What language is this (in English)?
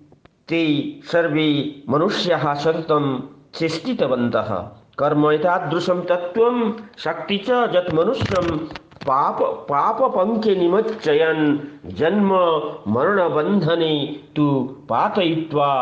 Sanskrit